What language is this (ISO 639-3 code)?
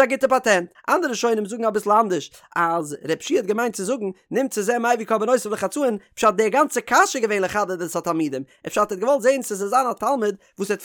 yid